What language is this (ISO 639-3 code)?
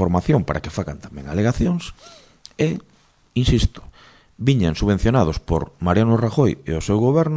glg